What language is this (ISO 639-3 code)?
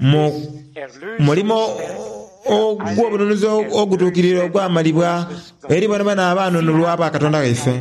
xog